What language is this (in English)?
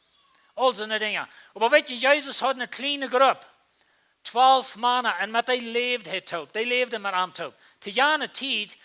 Plautdietsch